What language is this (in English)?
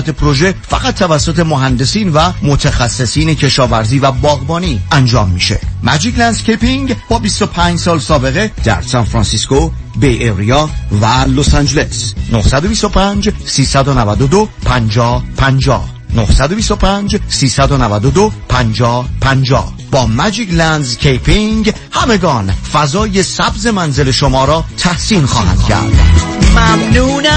Persian